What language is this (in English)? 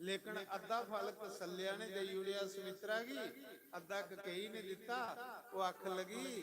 Dogri